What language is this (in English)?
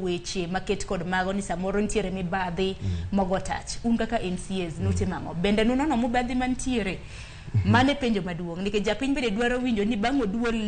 Luo (Kenya and Tanzania)